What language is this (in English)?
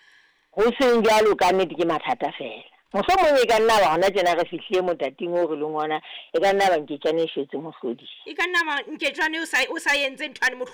Southern Sotho